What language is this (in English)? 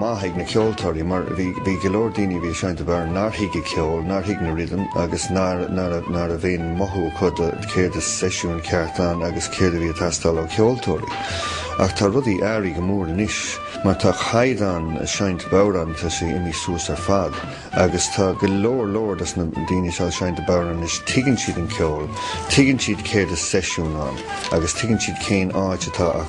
Irish